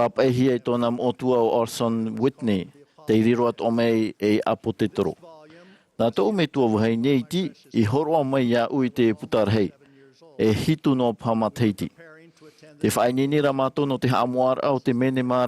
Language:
Tahitian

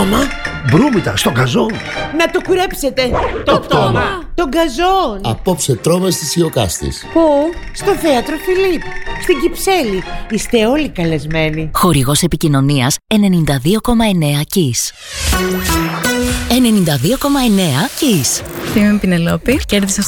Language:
Greek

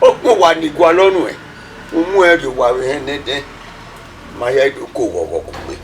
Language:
Bini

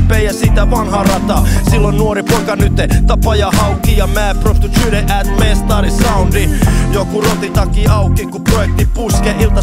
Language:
Finnish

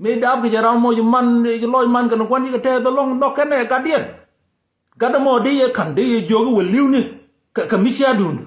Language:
Nuer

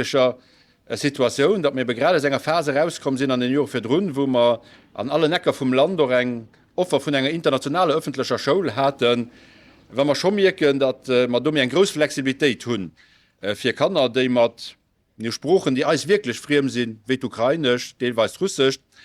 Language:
Luxembourgish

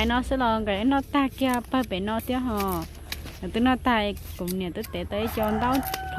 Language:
Hmong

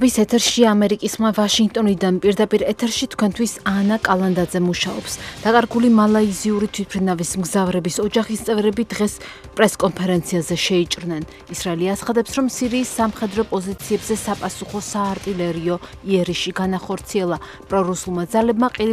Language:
Georgian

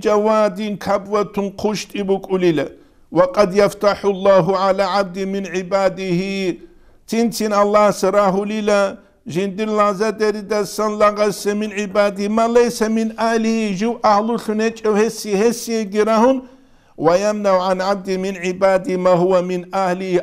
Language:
Avaric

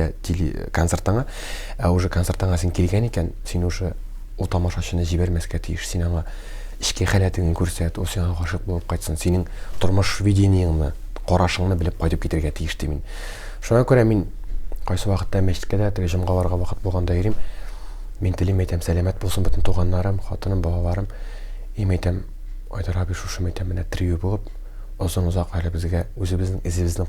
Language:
Tatar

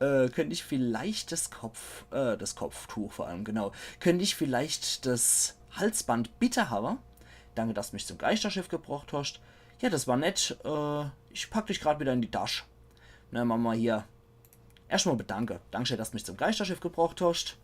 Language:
Palatine German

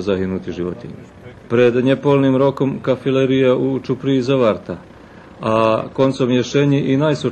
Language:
Rusyn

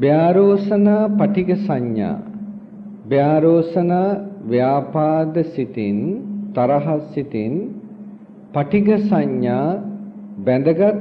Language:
Sinhala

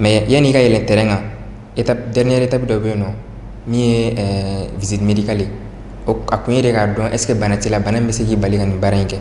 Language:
Bambara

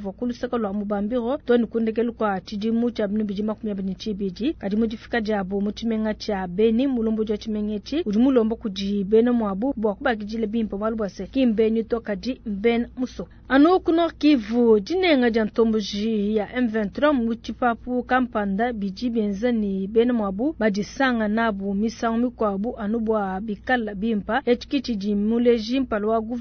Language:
Luba-Lulua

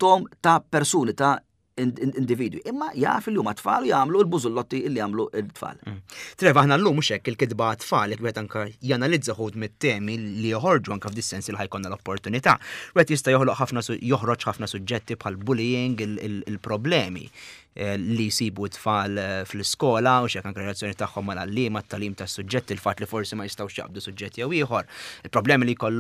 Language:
Maltese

